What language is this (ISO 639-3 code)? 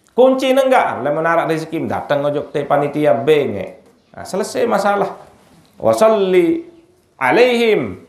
sas